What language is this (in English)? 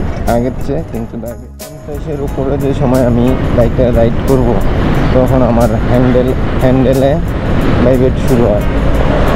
Bangla